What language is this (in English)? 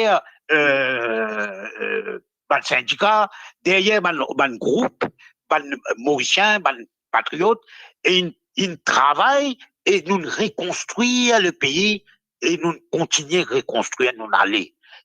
Morisyen